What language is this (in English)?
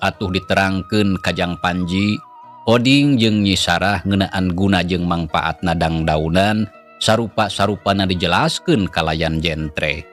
Sundanese